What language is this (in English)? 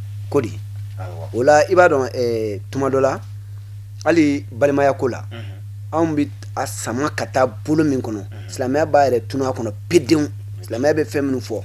Bambara